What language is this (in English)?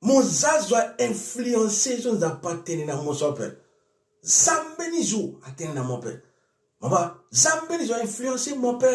Sango